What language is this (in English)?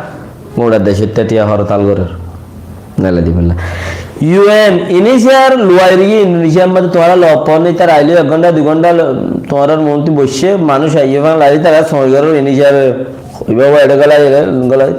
Rohingya